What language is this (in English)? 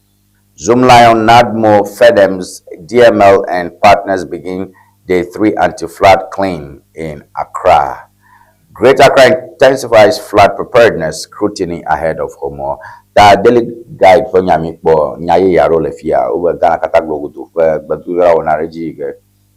Ewe